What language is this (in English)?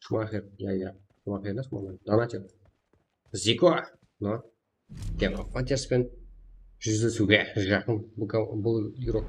Kara-Kalpak